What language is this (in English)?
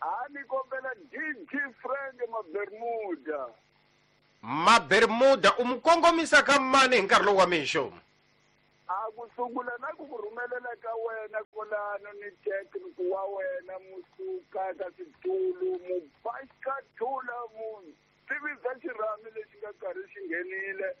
Tsonga